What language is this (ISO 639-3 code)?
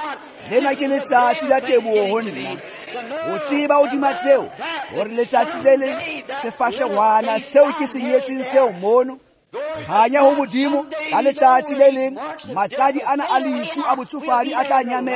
tsn